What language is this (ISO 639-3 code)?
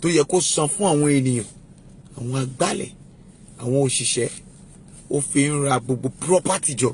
yor